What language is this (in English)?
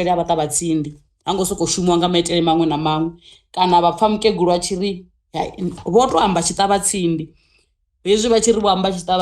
Venda